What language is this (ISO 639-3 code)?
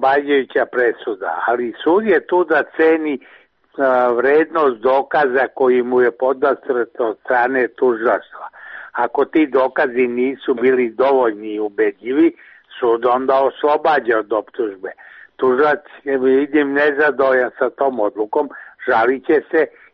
srp